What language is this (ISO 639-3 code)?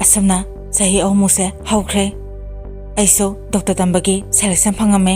mni